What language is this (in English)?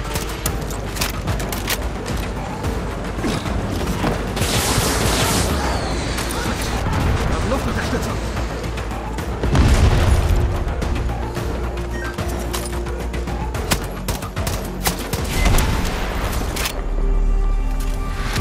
German